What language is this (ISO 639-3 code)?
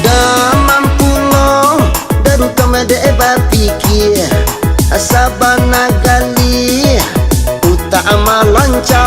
min